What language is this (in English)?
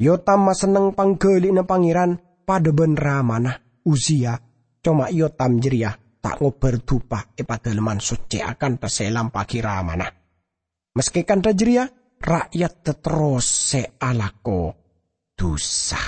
Madurese